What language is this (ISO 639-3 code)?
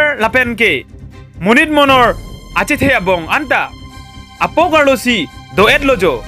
mjw